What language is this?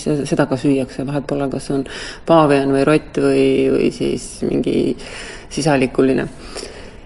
Estonian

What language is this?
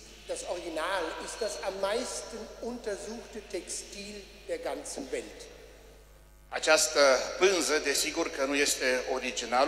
Romanian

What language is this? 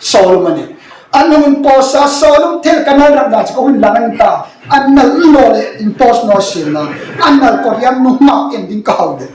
Hmar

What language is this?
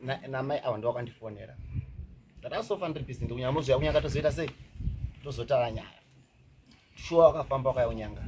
Shona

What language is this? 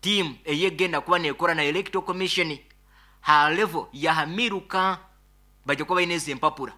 Nyoro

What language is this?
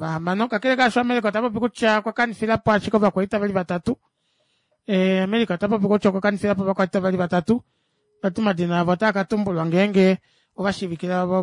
Kuanyama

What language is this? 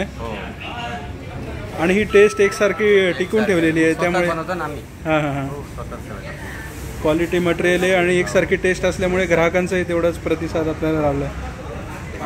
Marathi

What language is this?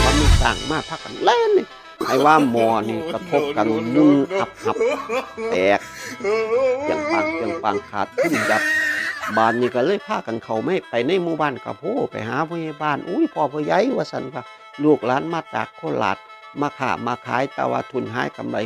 Northeastern Thai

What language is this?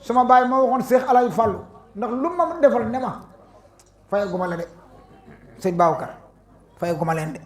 Wolof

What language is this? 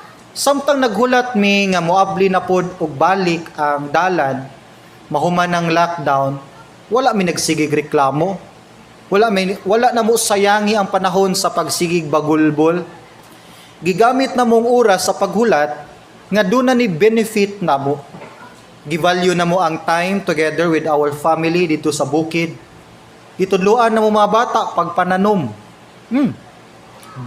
Cebuano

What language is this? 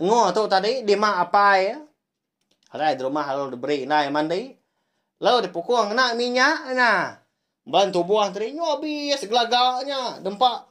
Iban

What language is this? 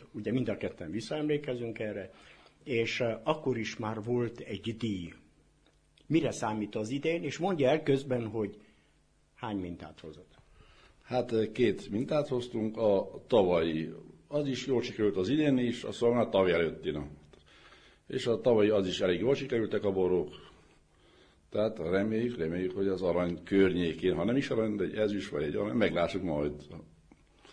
Hungarian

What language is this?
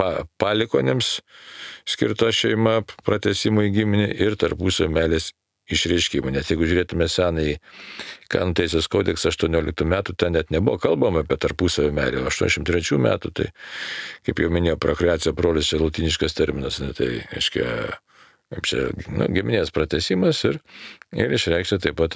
Lithuanian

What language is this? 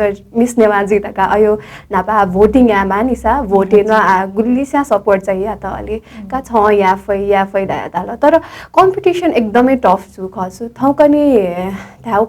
Newari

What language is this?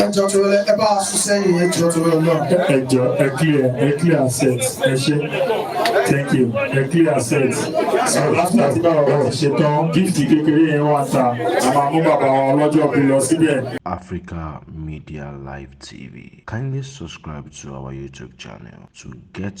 Yoruba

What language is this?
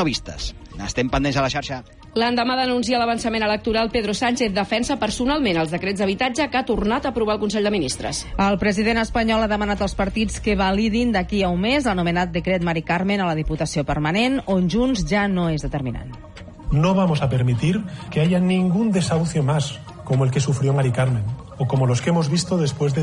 Catalan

